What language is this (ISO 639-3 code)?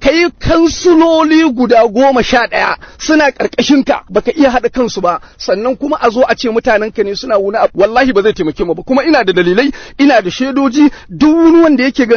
hau